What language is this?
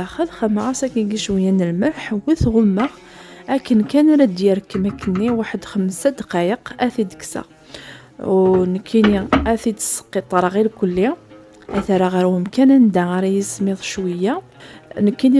Kabyle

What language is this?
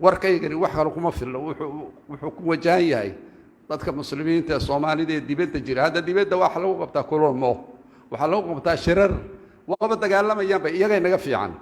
Somali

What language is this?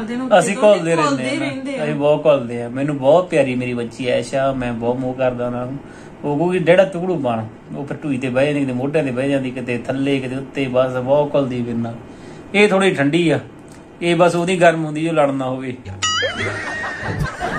Punjabi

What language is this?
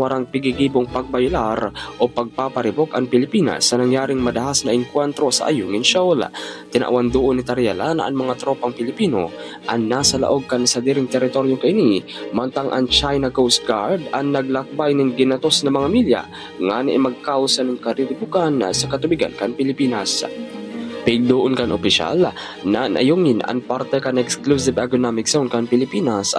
Bikol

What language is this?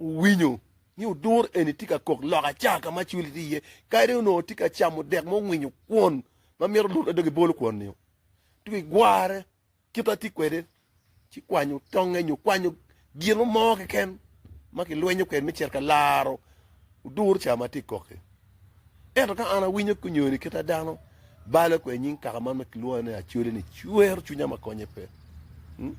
Acoli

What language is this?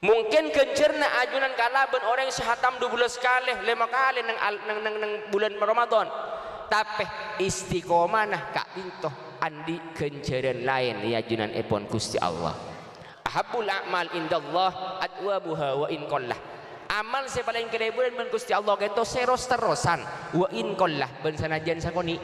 Madurese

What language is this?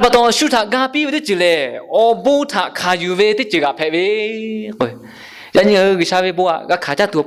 Lahu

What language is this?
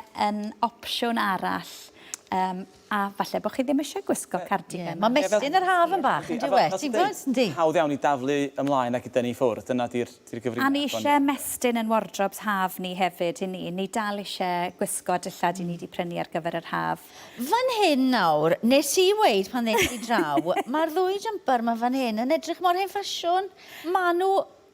Welsh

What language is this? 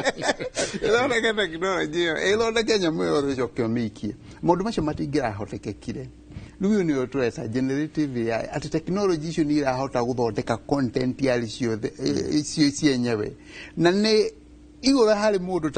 Kikuyu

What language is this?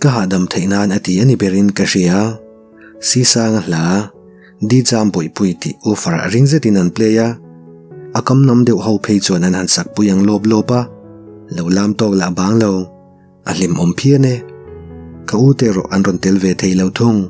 Mizo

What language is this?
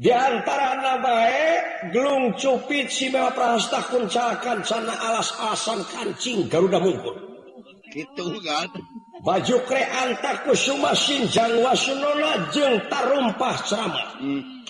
Sundanese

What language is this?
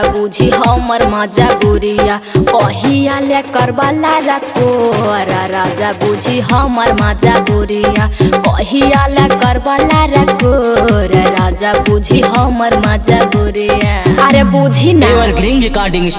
Bhojpuri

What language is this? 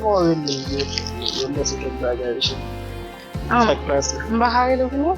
Haitian Creole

